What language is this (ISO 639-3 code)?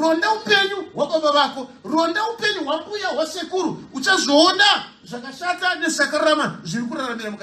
sna